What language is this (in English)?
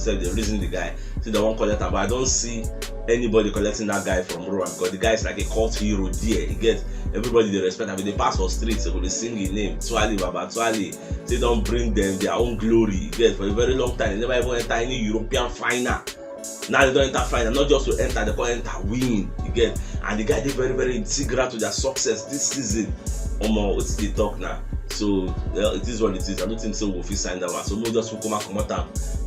Nigerian Pidgin